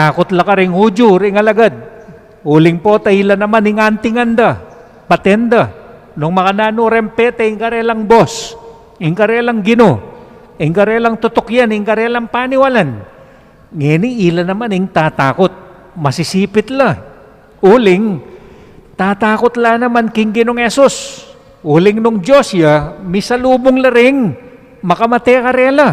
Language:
Pampanga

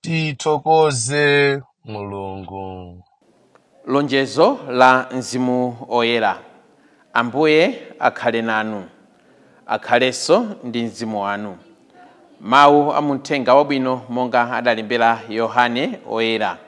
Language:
Nyanja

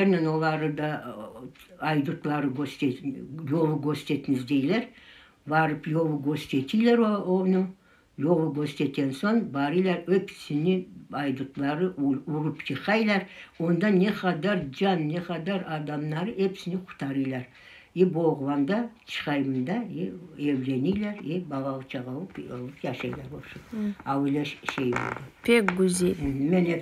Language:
Crimean Tatar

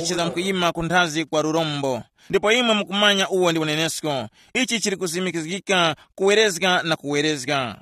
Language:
Tumbuka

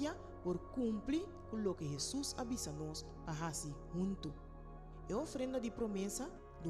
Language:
Papiamento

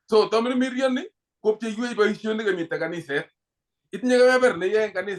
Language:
Kalenjin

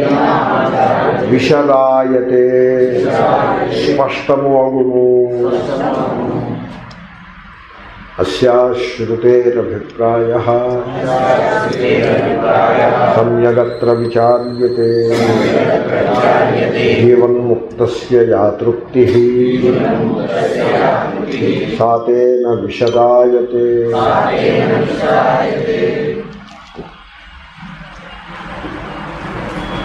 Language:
Telugu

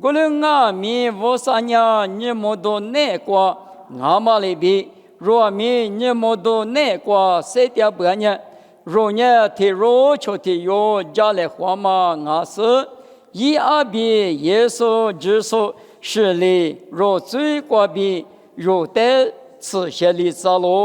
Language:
Lisu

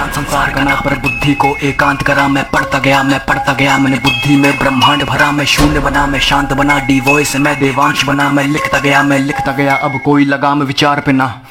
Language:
Hindi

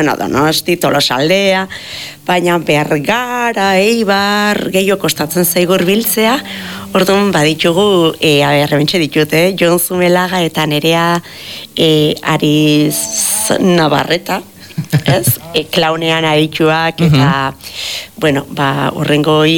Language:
Basque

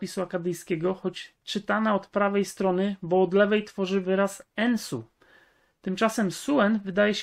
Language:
Polish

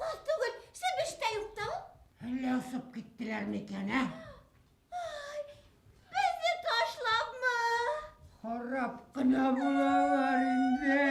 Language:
Bashkir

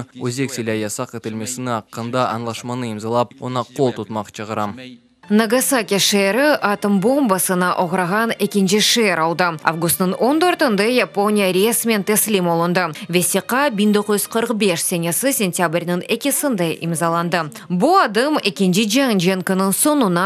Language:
Crimean Tatar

